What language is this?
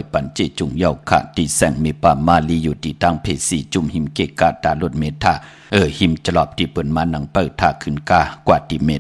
Shan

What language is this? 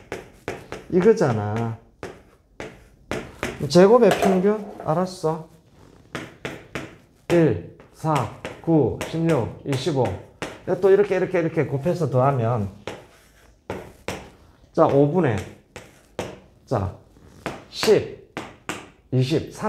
Korean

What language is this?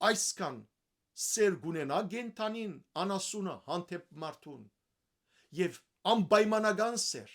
Western Armenian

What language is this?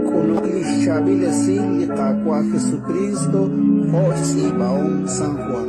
Kekchí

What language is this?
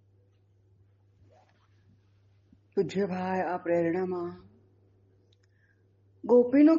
Gujarati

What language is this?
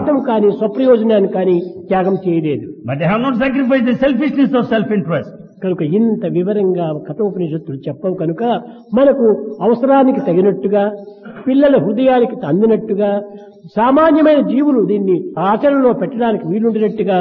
Telugu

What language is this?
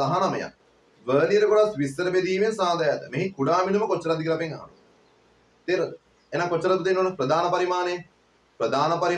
Sinhala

